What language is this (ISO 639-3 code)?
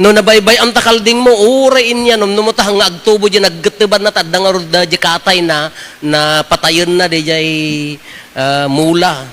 ilo